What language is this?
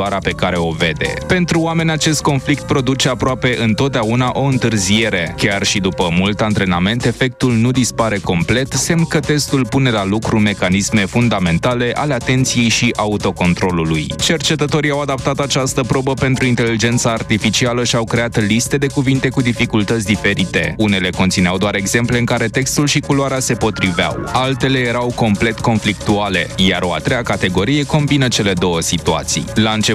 Romanian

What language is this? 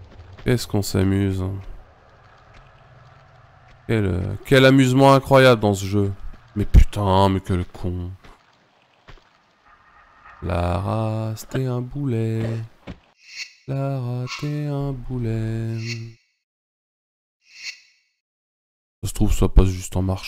French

